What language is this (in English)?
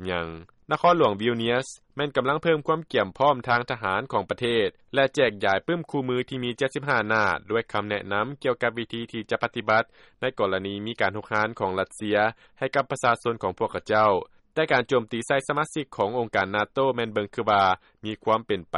Lao